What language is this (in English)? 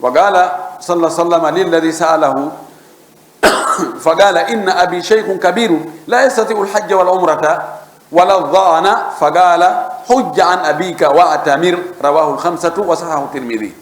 Fula